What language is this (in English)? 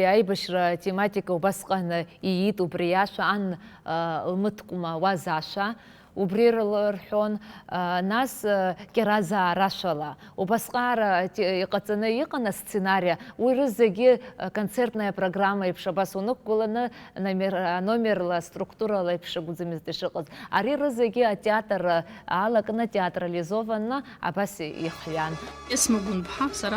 Abkhazian